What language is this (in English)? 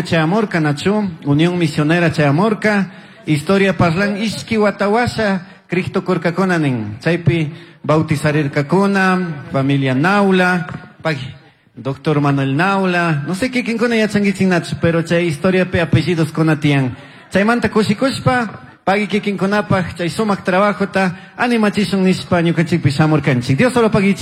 Chimborazo Highland Quichua